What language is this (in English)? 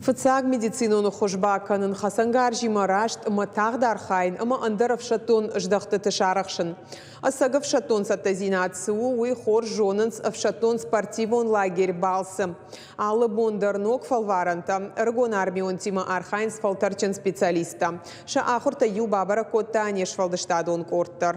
Ossetic